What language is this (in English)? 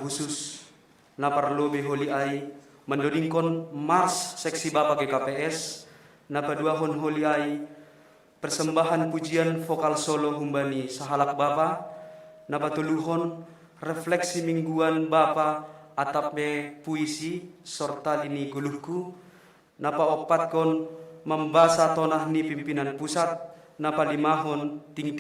Batak Simalungun